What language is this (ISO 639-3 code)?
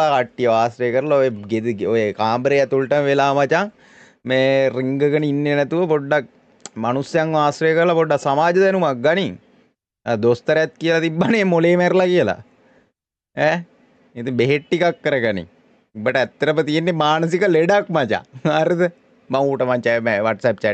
sin